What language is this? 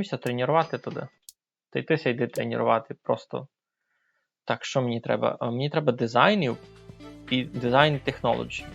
Rusyn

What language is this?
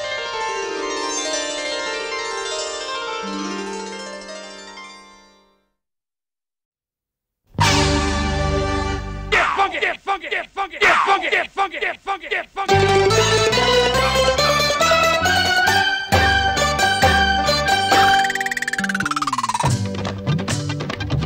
Marathi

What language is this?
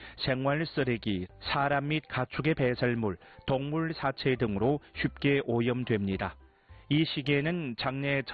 Korean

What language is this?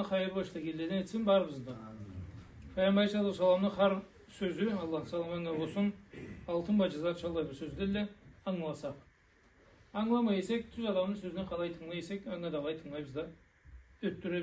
Karachay-Balkar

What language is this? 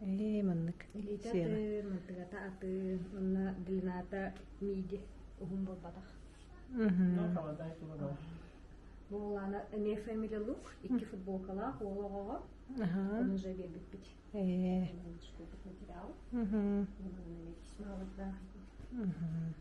Yakut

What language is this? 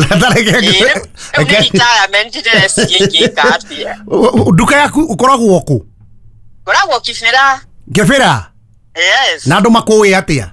Kikuyu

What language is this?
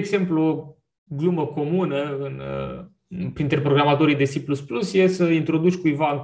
Romanian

